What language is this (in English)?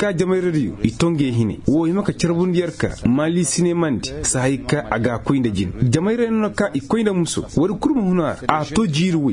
Koyraboro Senni